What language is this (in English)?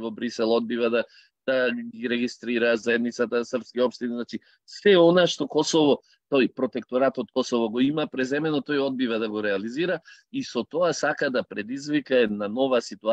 Macedonian